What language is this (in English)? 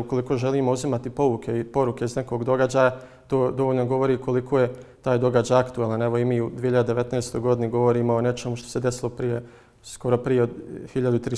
Bosnian